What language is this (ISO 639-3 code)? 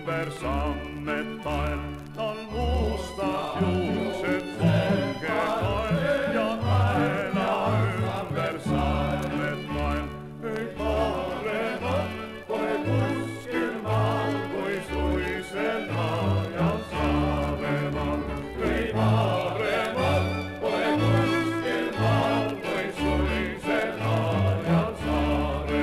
est